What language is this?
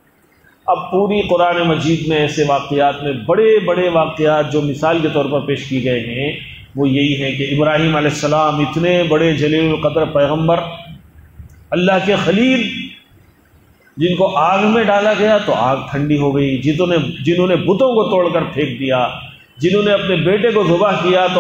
Urdu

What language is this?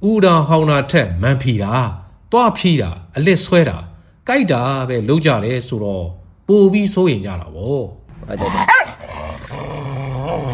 Burmese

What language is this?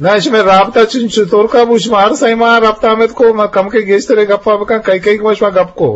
Eastern Balochi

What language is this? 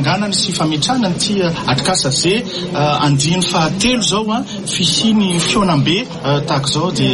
Malagasy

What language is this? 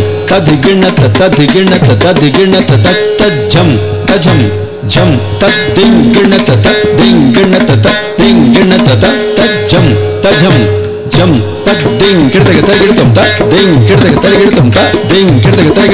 Telugu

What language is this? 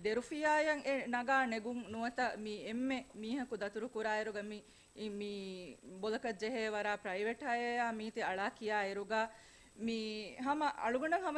Divehi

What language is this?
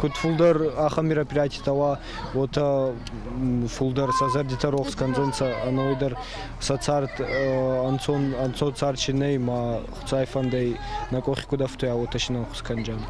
Ossetic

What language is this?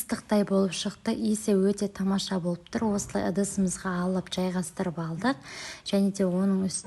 Kazakh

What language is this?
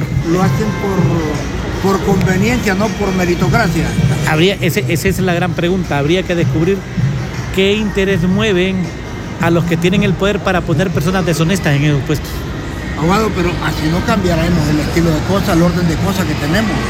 Spanish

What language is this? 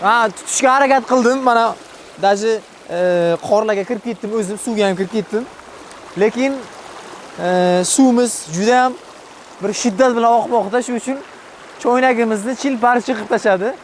Uzbek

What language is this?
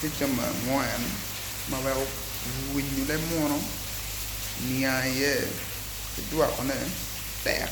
Acoli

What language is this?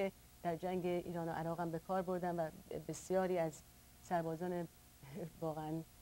Persian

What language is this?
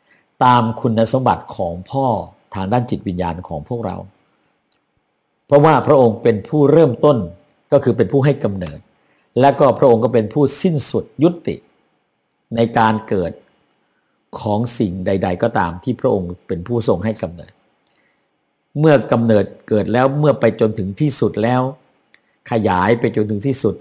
Thai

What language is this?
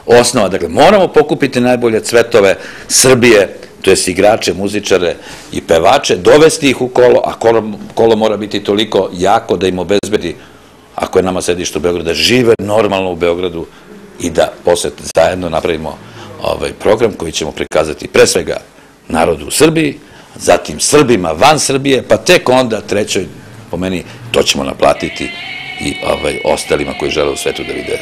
Serbian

